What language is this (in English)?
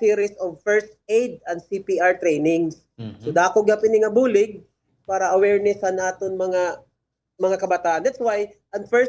Waray